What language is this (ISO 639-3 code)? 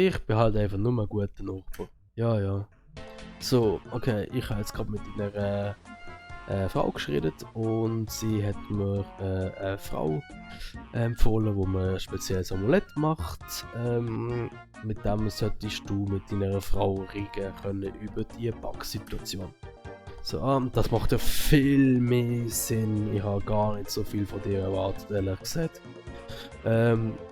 gsw